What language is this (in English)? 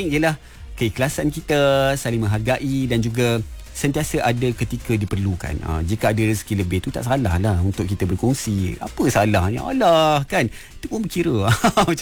Malay